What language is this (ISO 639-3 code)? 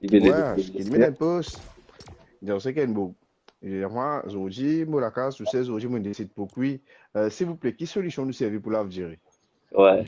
mfe